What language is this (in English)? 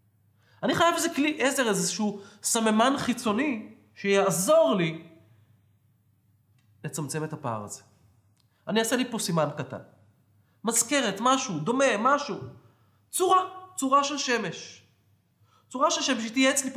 Hebrew